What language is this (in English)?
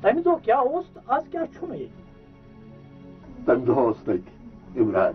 Kashmiri